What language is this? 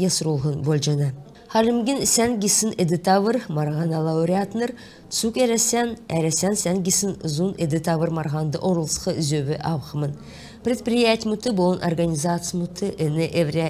Kalmyk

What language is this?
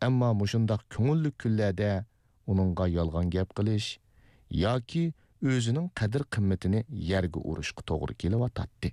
Uyghur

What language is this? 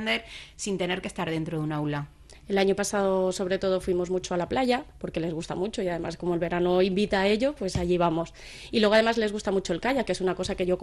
Spanish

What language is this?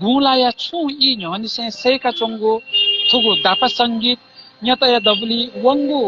Newari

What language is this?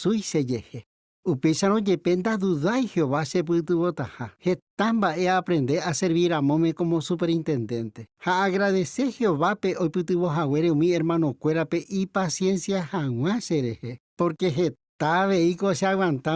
Guarani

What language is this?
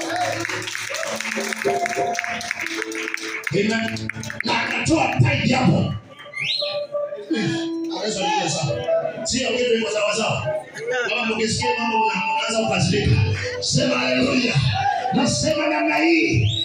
Swahili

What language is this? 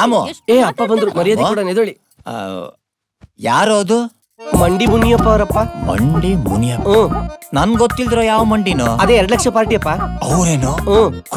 Kannada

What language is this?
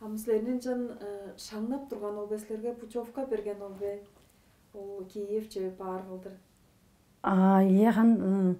Tuvinian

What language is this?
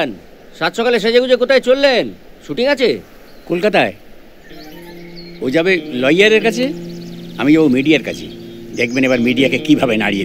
Bangla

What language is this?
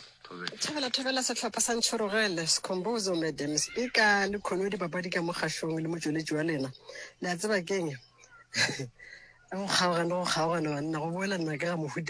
Northern Sotho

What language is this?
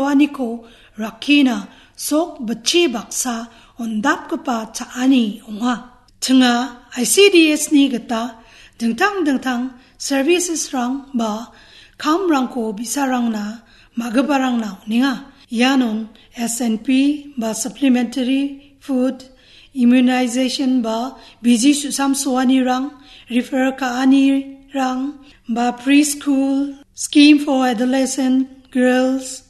Garo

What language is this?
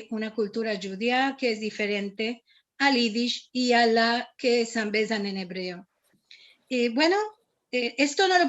Ladino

